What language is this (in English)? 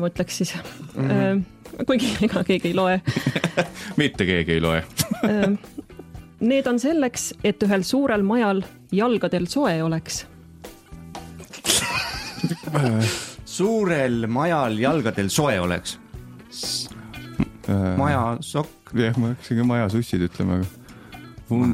Estonian